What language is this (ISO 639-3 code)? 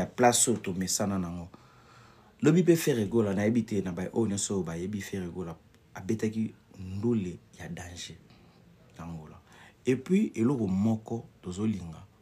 lin